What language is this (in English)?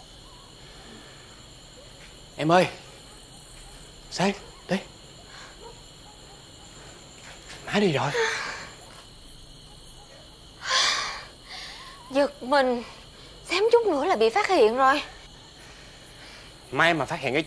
Vietnamese